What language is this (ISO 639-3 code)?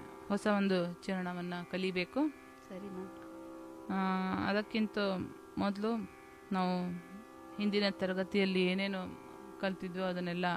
kan